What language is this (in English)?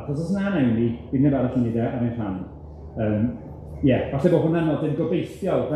Welsh